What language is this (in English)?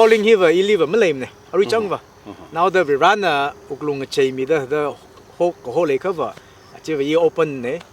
Tangkhul Naga (India)